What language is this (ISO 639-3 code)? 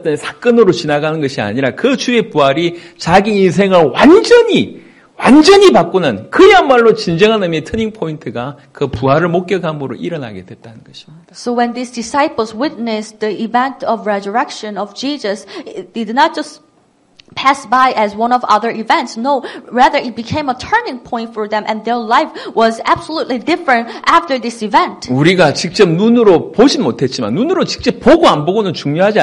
kor